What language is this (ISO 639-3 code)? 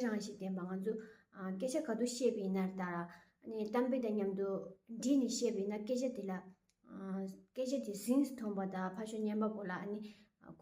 bod